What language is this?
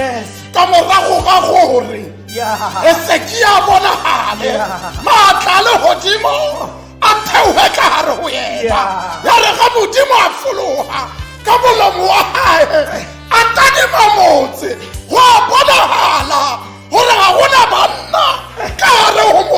Tswana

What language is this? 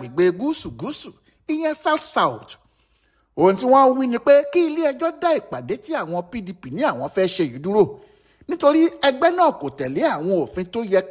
Yoruba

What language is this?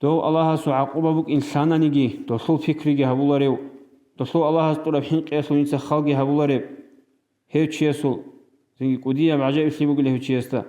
Avaric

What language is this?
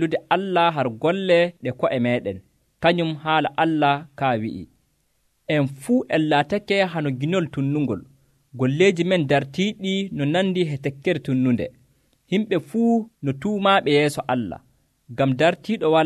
Nigerian Fulfulde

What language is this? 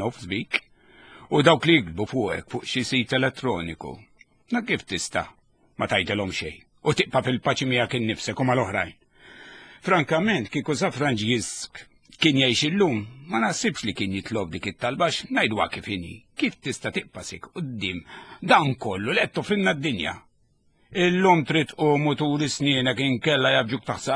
Maltese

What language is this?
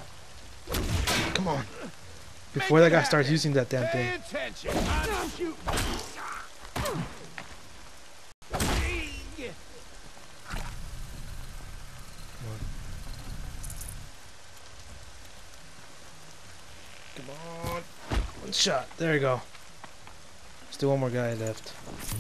English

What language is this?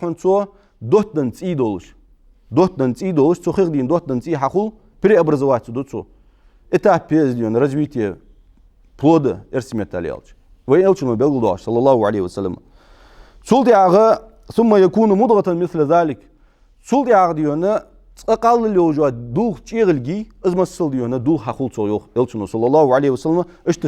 Ingush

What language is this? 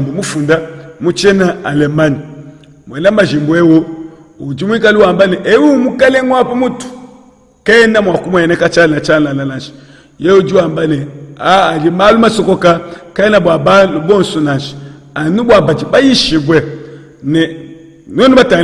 Luba-Lulua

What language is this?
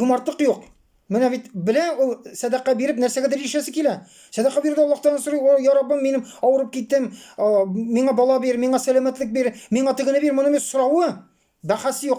Tatar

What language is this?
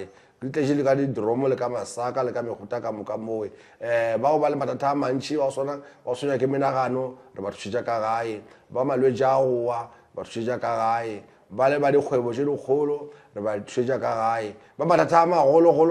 Northern Sotho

